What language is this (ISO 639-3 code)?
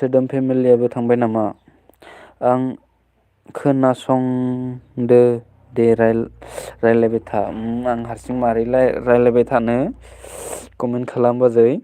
brx